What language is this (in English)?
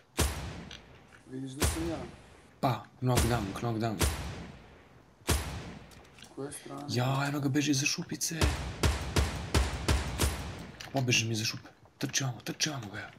Serbian